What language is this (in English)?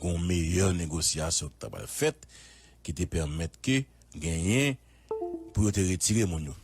Haitian Creole